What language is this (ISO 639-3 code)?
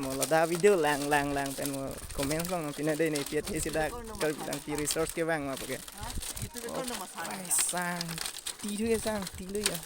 mjw